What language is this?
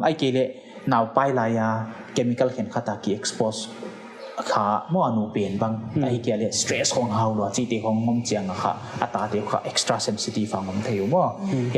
Paite Chin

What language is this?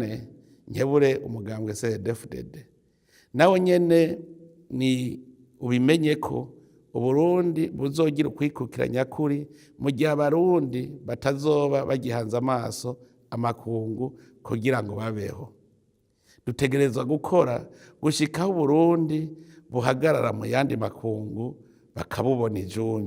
Rundi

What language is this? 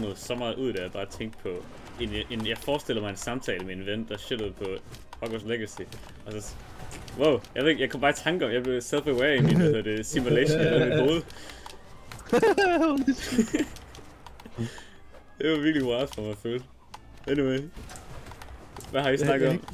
Danish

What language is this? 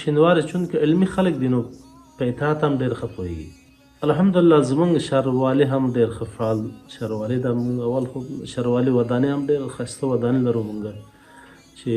Pashto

